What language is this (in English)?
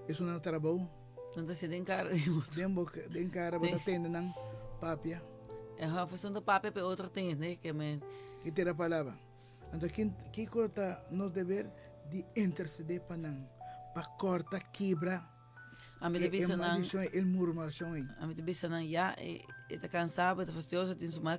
Papiamento